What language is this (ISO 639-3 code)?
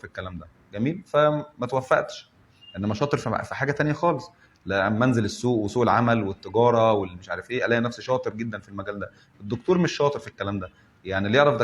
arz